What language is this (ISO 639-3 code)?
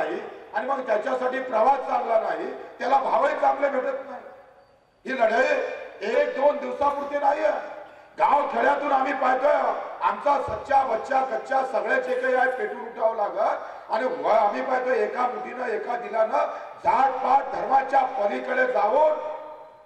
mar